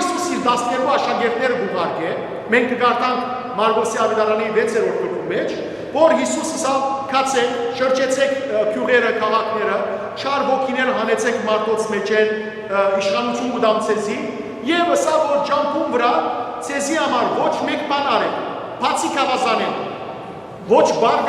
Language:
Western Armenian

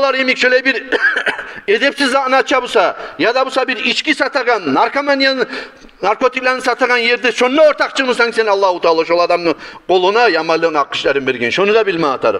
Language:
Kumyk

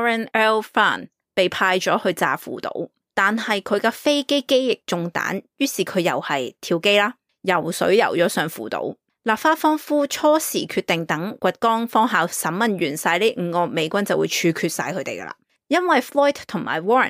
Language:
Cantonese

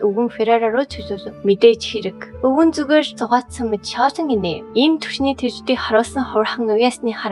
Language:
Mongolian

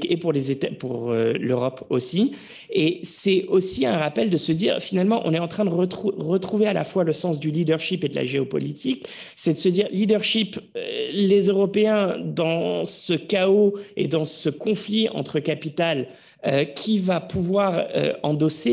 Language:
French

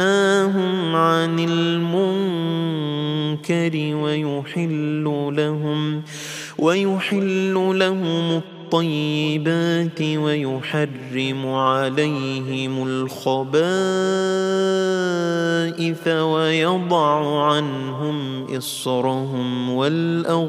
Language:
Arabic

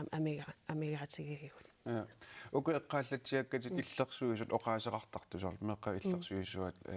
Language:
Kalaallisut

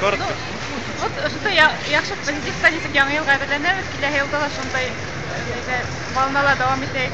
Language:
Bashkir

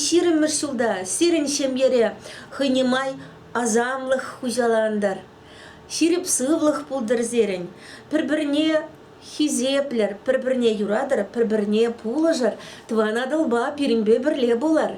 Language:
Chuvash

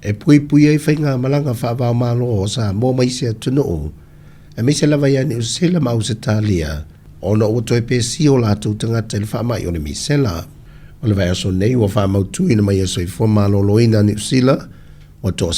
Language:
Samoan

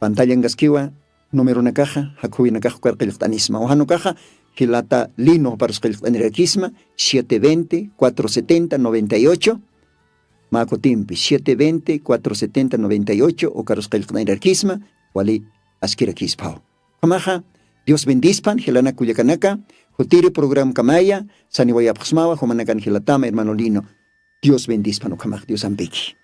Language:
Aymara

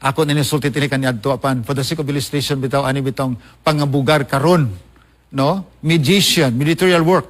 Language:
Cebuano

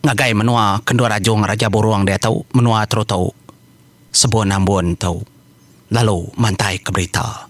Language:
Iban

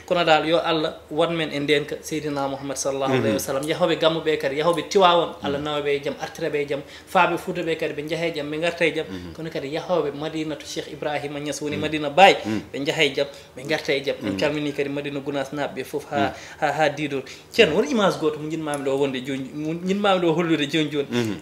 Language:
Fula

